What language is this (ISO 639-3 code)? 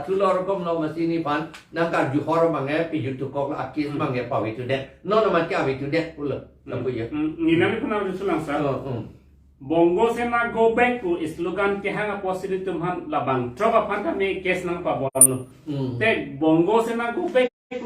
mjw